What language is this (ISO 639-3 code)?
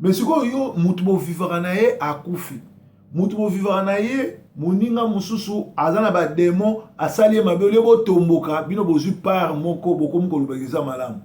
lin